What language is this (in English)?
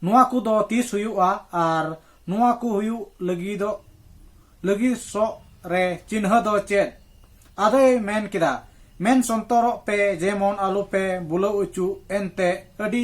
Santali